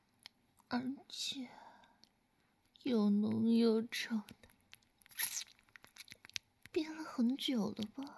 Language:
Chinese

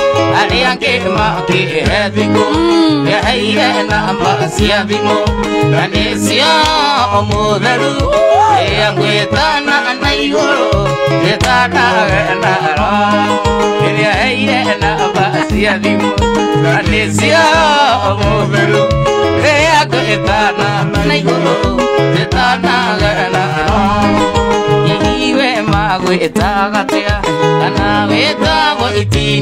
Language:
Kikuyu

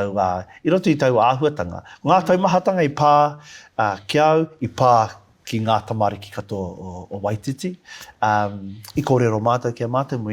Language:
Māori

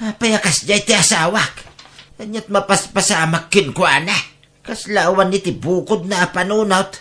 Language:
Iloko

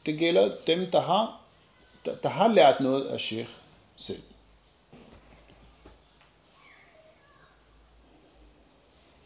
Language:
Danish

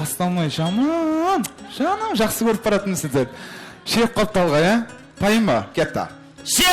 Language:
Kara-Kalpak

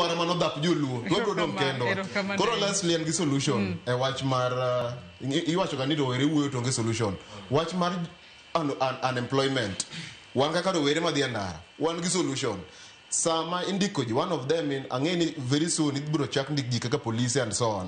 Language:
Luo (Kenya and Tanzania)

